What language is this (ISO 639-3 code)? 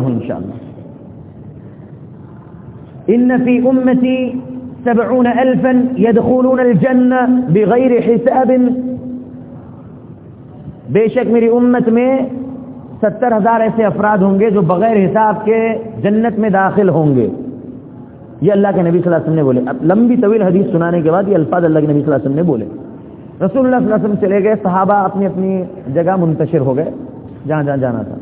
urd